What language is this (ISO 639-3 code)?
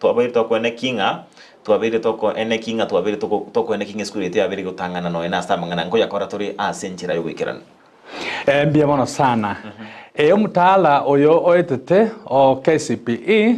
guz